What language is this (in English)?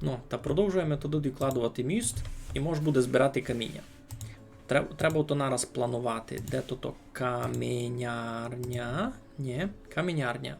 Rusyn